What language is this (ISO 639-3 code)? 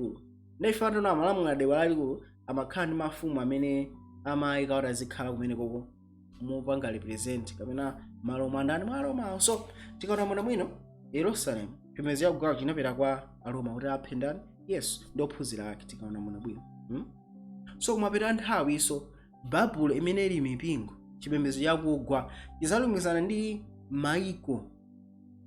nya